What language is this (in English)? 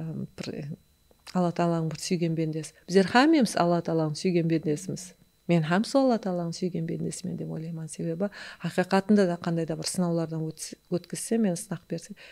Kara-Kalpak